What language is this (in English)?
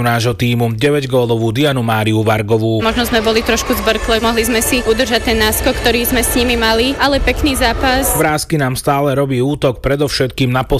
Slovak